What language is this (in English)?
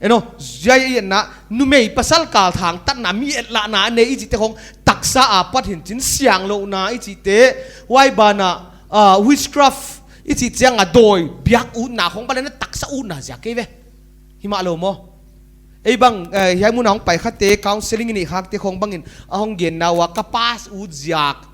Paite Chin